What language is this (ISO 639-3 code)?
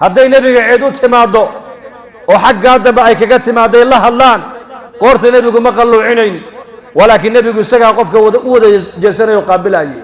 som